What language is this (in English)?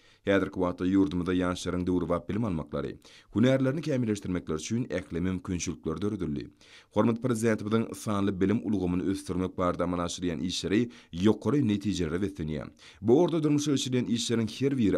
Turkmen